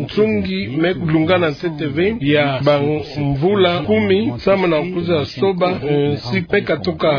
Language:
Kituba (Democratic Republic of Congo)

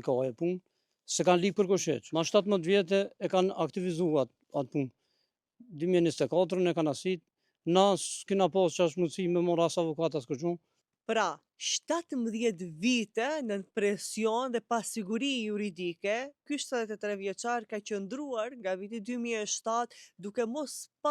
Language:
Albanian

